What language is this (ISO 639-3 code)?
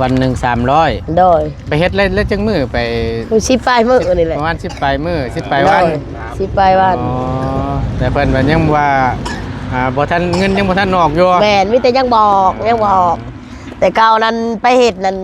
tts